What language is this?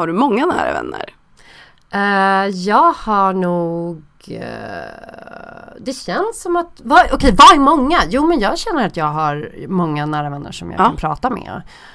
Swedish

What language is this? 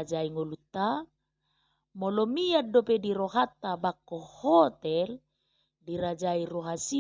Batak Toba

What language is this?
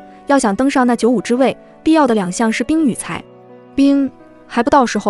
Chinese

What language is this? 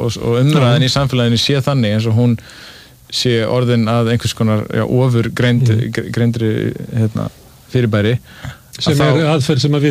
Icelandic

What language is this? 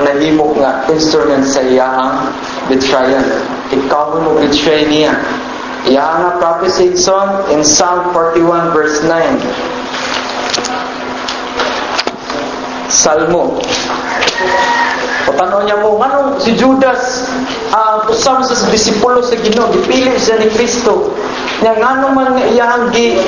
Cebuano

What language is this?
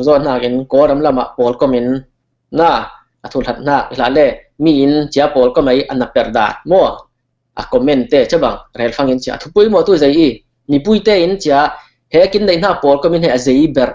Falam Chin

